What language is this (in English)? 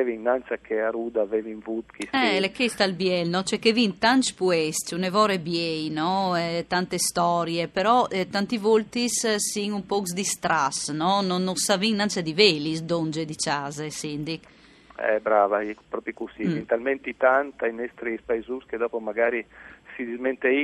Friulian